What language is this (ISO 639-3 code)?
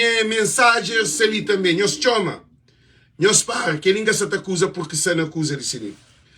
kea